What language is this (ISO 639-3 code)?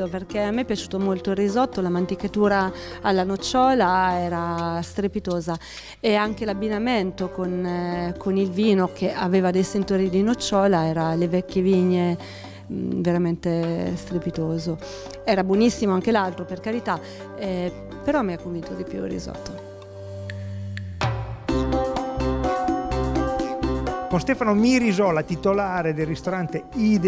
ita